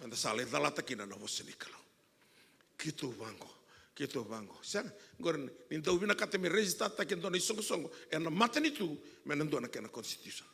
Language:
Fijian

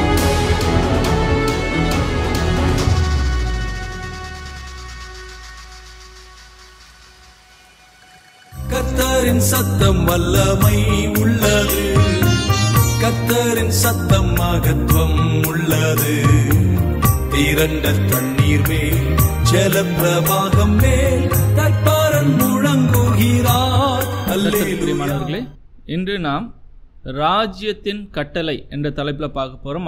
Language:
Tamil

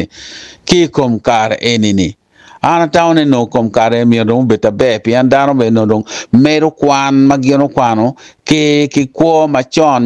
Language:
Acoli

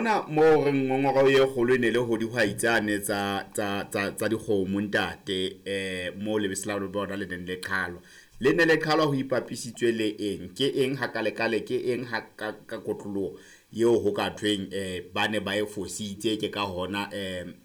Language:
Southern Sotho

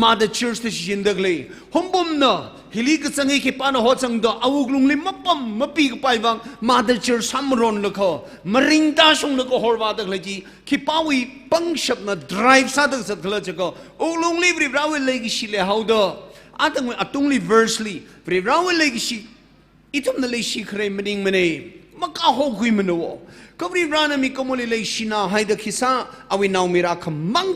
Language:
Tangkhul Naga (India)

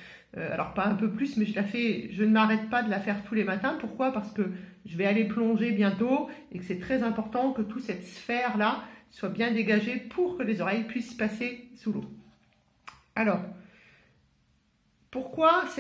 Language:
French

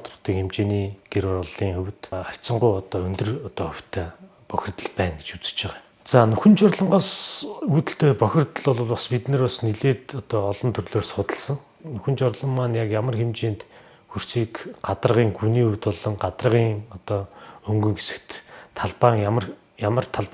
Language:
Mongolian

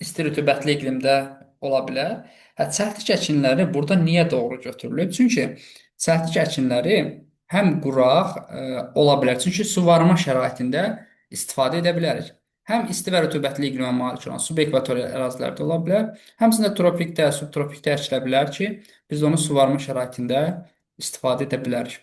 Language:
Azerbaijani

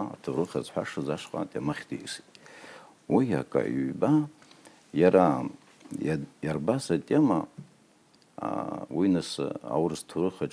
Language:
Abkhazian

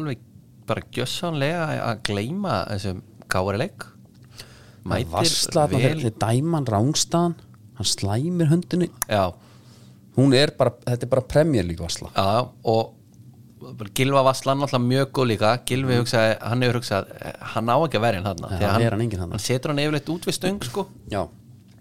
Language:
Icelandic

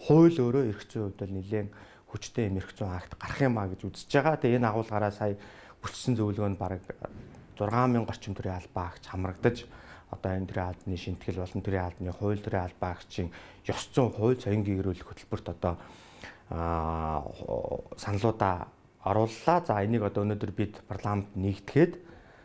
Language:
Mongolian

